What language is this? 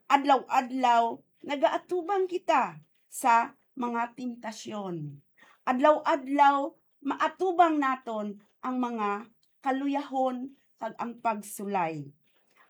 Hiligaynon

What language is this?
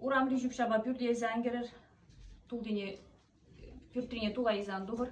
Chuvash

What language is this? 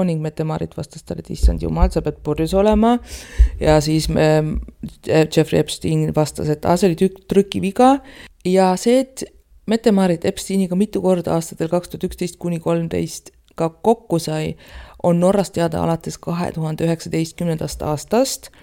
Estonian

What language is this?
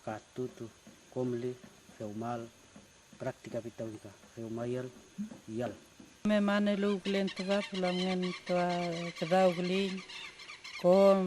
Mapuche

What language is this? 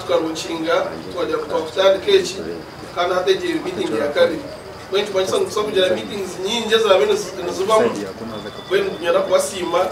Nyankole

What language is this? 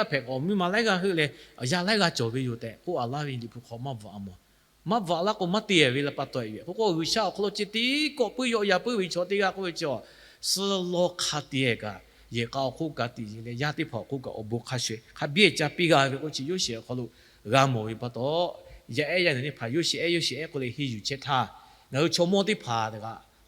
Lahu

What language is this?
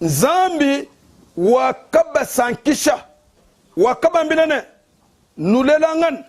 Luba-Lulua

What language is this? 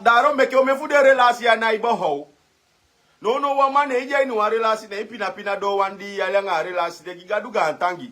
Sranan Tongo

